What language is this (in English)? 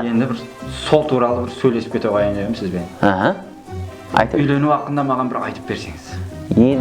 Kara-Kalpak